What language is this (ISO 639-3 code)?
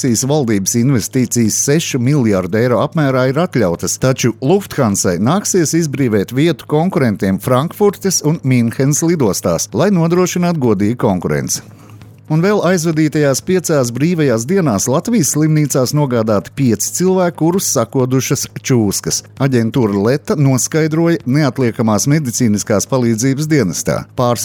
lav